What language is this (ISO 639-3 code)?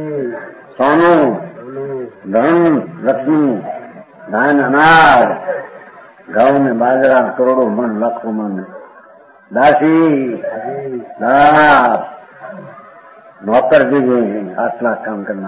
guj